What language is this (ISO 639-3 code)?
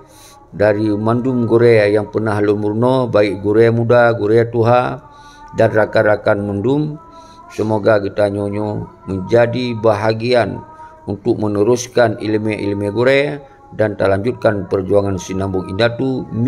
ace